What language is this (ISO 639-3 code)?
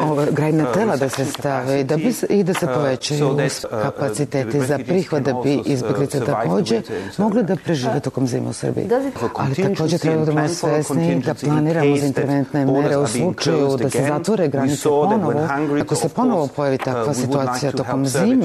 srp